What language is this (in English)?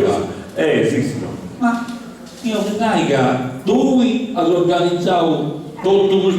Sardinian